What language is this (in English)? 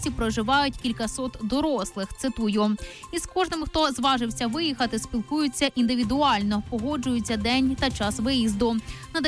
Ukrainian